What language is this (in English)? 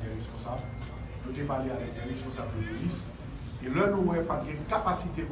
Haitian Creole